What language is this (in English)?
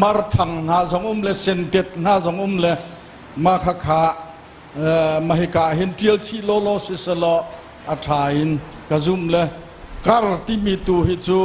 Hakha Chin